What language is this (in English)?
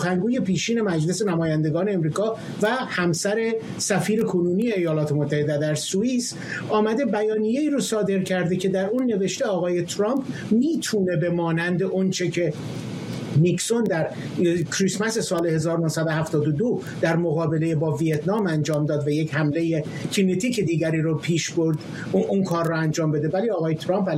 Persian